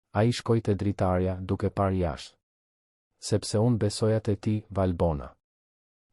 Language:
Albanian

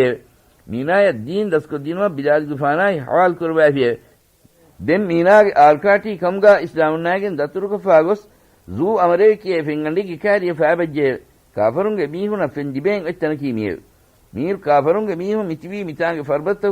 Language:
Divehi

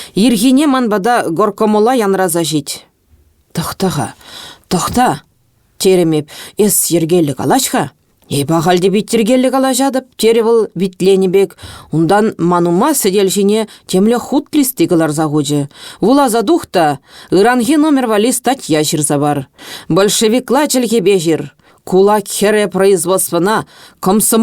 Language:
Chuvash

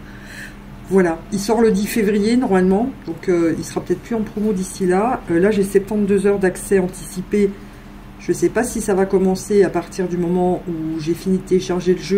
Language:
French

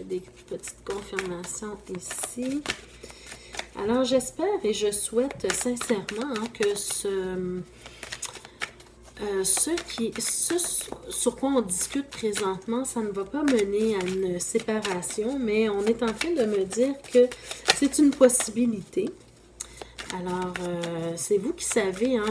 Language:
French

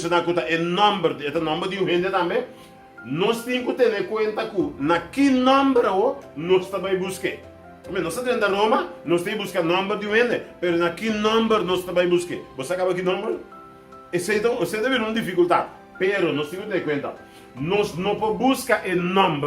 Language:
Papiamento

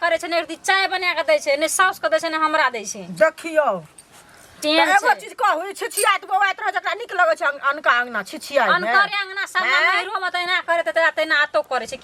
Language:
Maithili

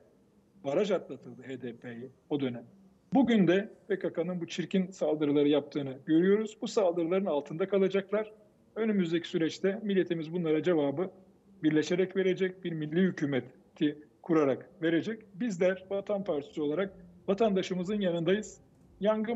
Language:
Turkish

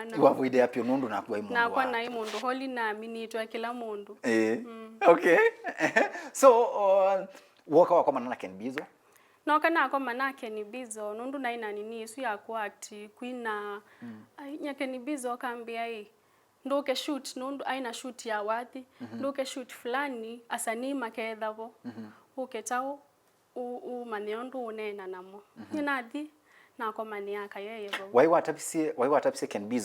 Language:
Kamba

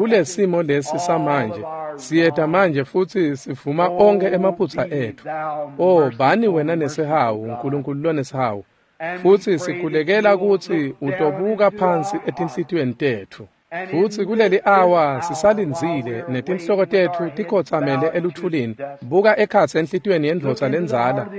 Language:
Swati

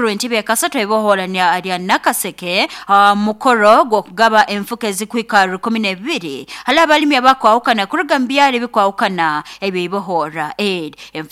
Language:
Nyoro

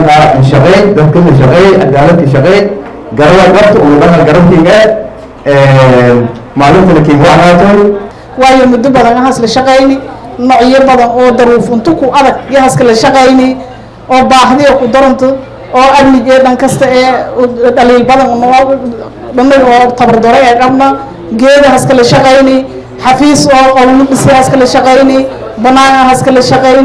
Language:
Somali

